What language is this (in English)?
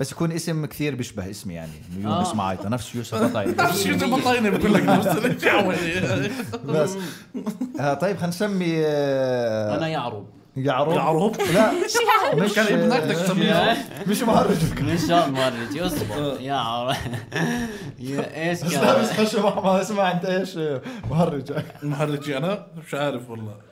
North Levantine Arabic